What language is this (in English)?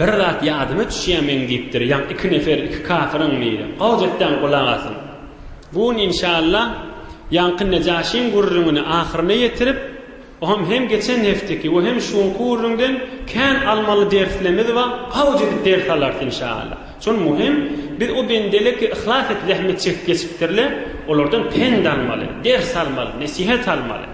Turkmen